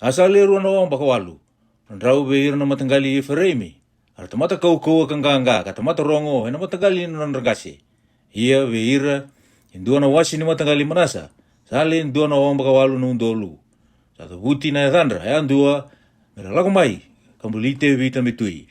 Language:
Fijian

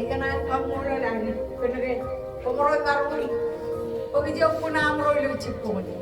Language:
Marshallese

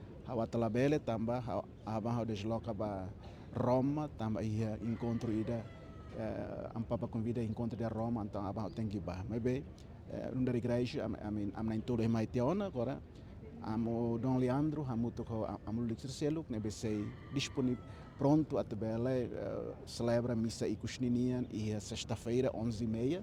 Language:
Tetum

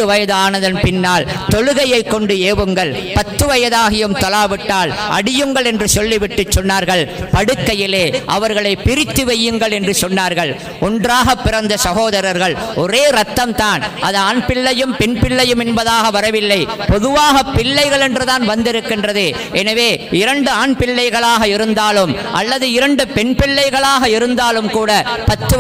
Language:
Tamil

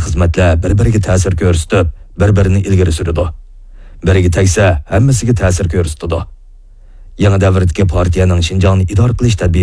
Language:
Uyghur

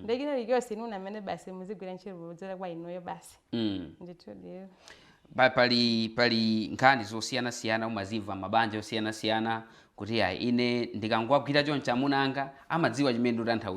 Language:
Nyanja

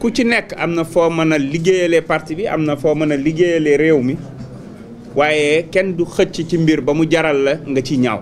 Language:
Wolof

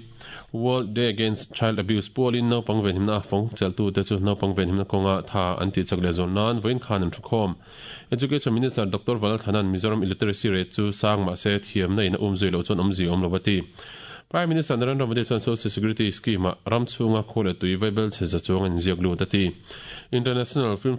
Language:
Mizo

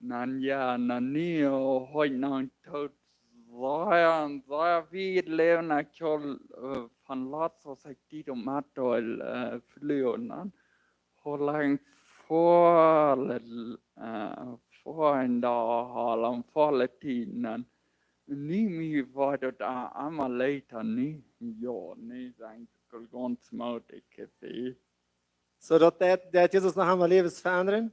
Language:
Plautdietsch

